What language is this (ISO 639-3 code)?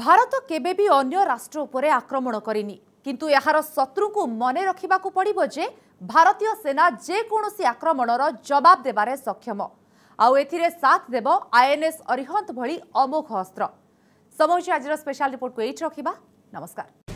ori